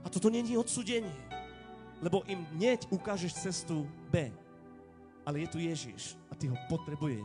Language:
Slovak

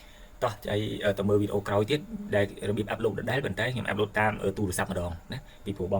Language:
Khmer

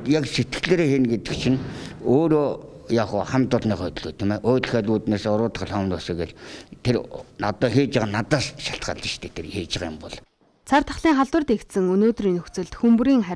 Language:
Mongolian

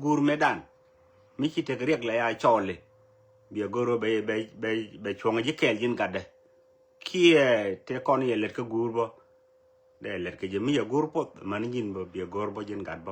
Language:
Nuer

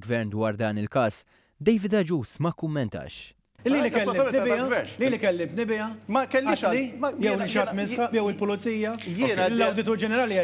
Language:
Maltese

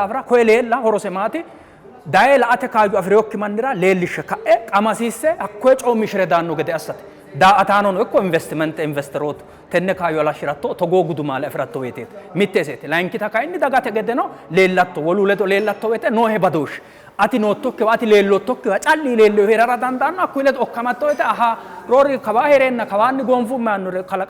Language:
Sidamo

